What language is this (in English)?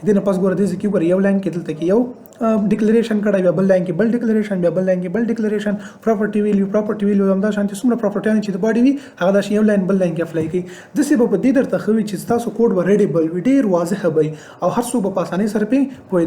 Pashto